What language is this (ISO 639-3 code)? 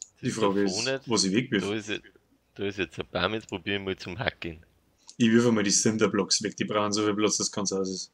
bar